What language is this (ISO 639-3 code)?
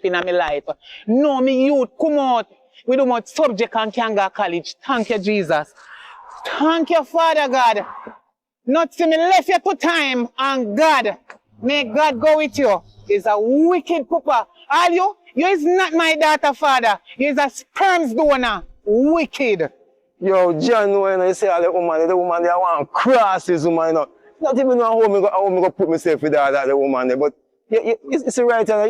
jam